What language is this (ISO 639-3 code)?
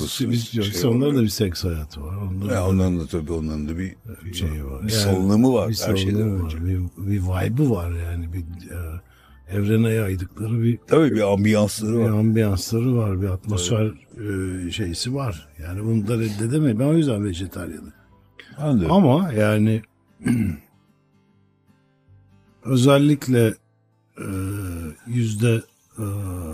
tur